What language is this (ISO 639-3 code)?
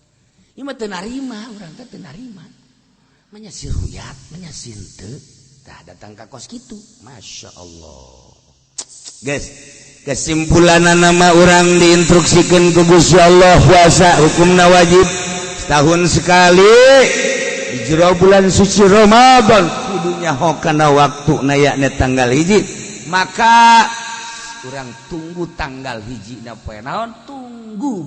sun